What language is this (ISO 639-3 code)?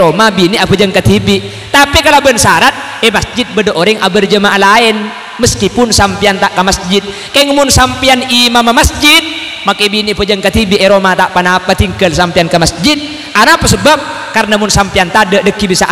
mad